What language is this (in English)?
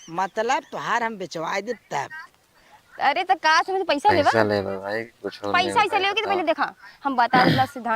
Bhojpuri